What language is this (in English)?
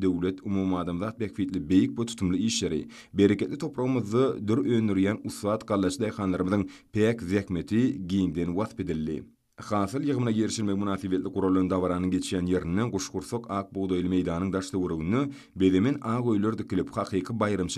Turkmen